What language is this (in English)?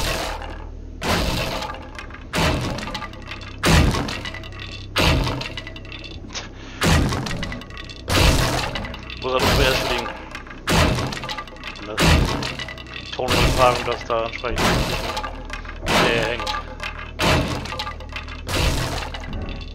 German